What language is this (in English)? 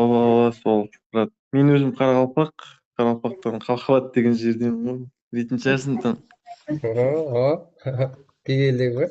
Kara-Kalpak